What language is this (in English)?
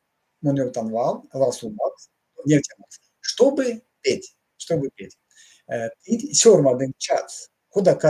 Erzya